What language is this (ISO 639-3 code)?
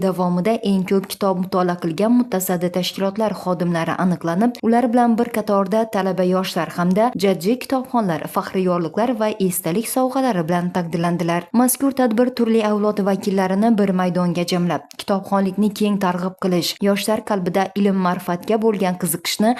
uzb